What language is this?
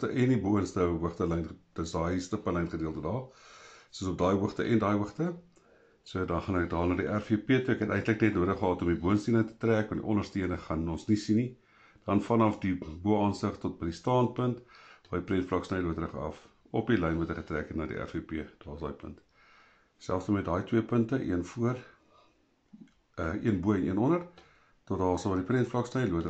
Afrikaans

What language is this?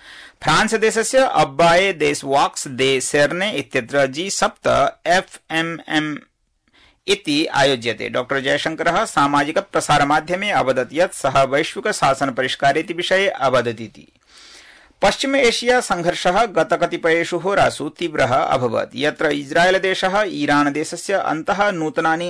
Sanskrit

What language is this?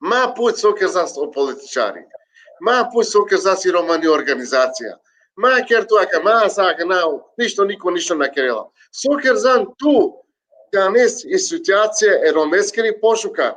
Balkan Romani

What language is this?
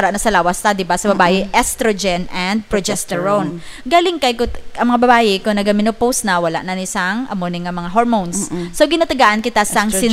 Hiligaynon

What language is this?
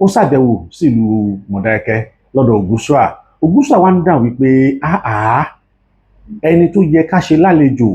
Yoruba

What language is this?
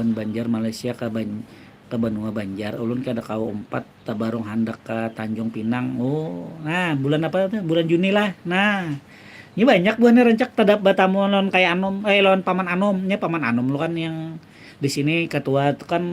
Banjar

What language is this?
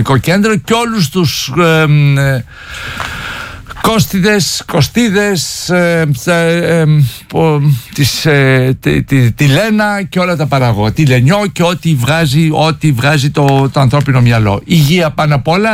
Greek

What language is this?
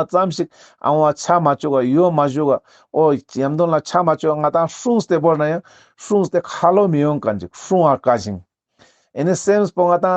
Ladakhi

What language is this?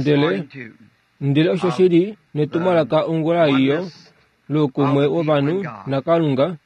Kuanyama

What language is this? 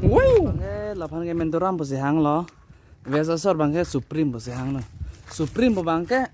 Karbi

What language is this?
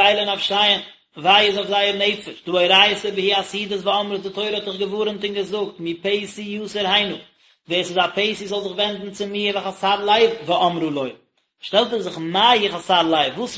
Yiddish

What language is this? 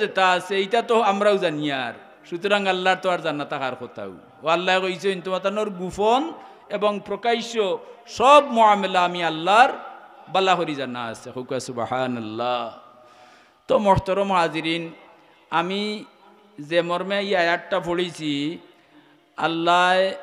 Sylheti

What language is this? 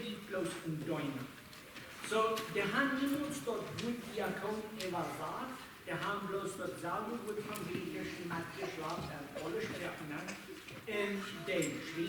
Plautdietsch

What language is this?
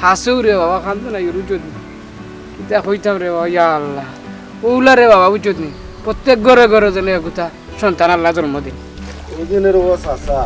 Sylheti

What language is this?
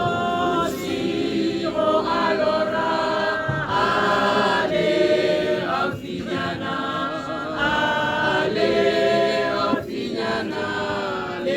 Tswana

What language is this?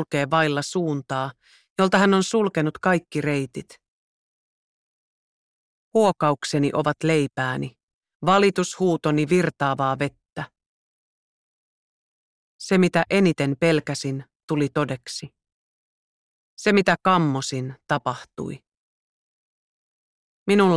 Finnish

